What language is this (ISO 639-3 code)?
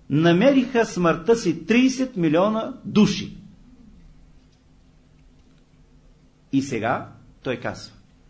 bul